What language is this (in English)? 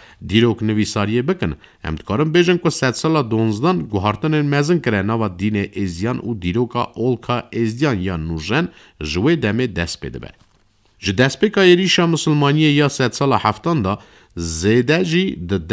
Kurdish